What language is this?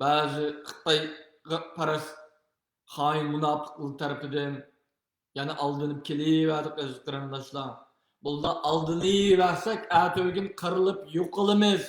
Uyghur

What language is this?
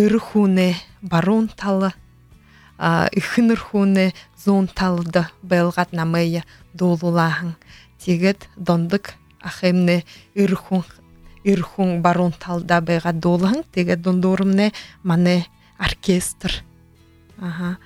Buriat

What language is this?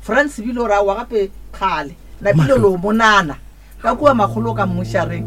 Northern Sotho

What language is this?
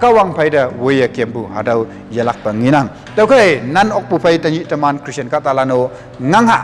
Konyak Naga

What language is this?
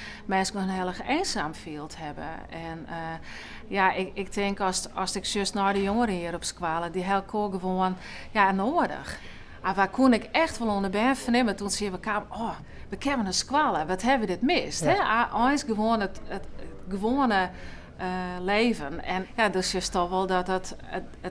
Western Frisian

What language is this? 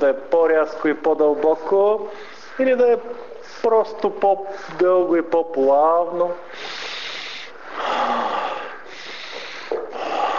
Bulgarian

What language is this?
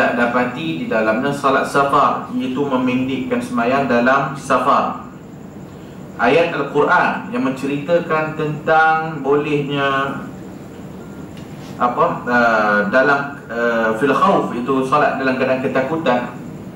Malay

